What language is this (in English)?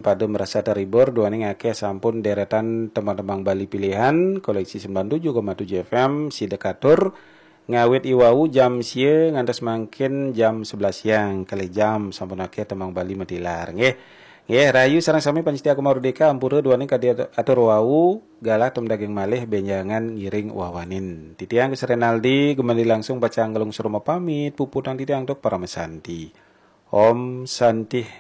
Balinese